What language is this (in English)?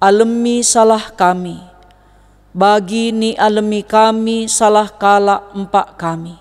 Batak Karo